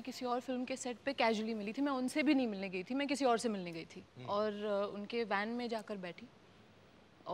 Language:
Hindi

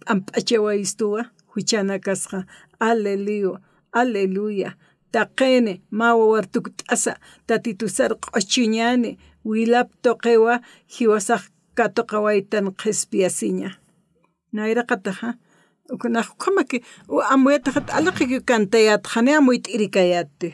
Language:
Aymara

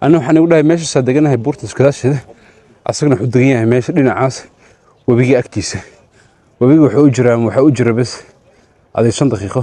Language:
Somali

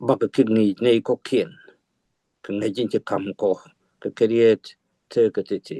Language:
Nuer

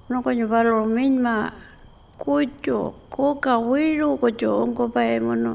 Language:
Pitjantjatjara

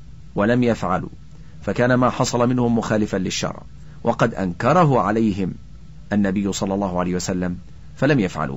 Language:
Arabic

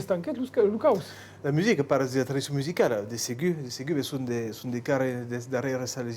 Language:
Occitan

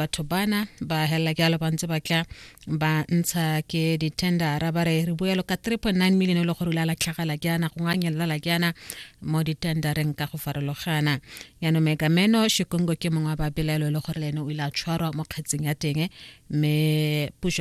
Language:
Tswana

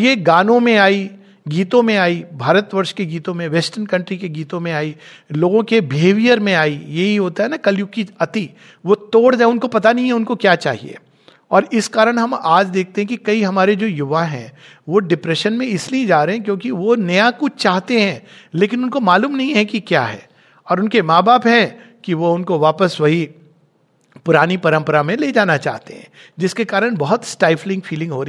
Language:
Hindi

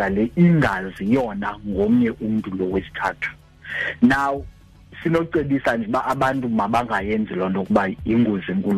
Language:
Xhosa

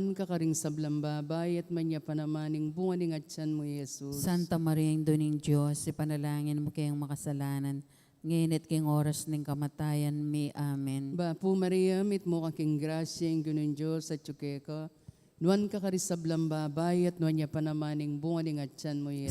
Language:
Pampanga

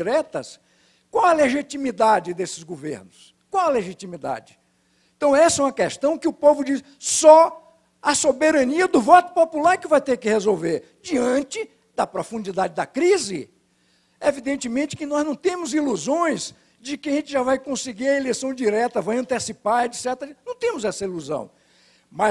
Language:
Portuguese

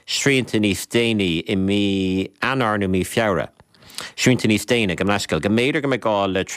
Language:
Irish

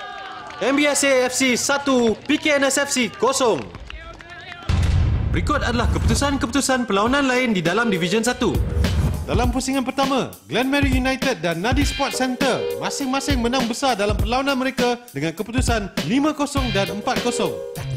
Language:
Malay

